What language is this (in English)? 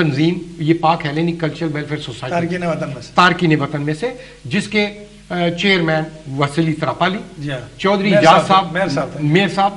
Urdu